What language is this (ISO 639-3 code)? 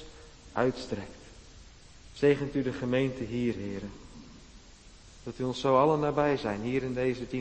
nld